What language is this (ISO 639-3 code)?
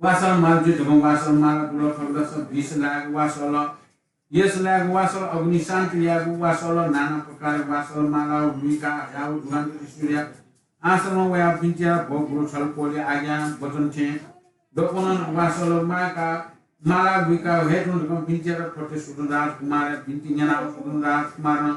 new